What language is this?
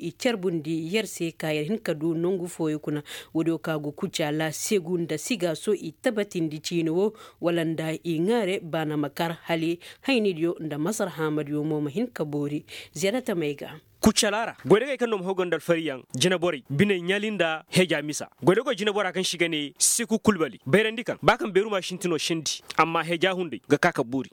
Koyraboro Senni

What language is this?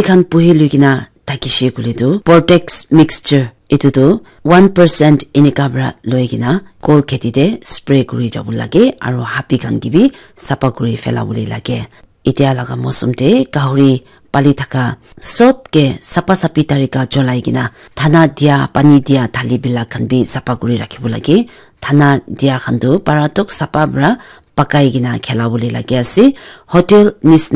Naga Pidgin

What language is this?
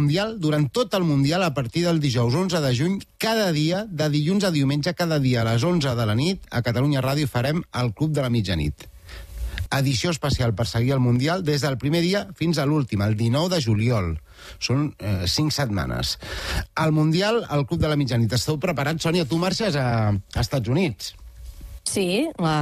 Catalan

